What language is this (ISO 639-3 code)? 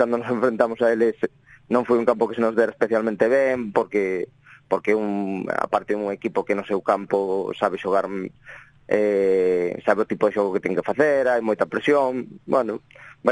glg